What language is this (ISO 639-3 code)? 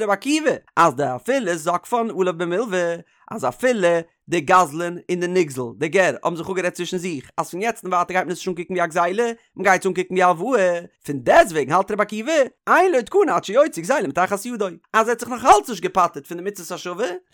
yid